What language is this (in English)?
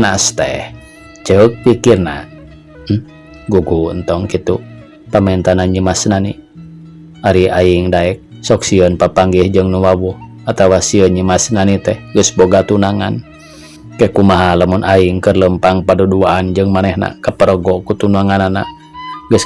Sundanese